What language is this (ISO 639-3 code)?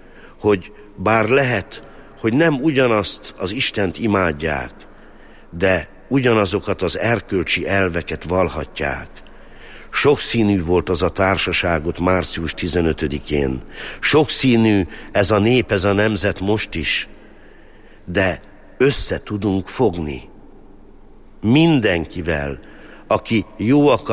hun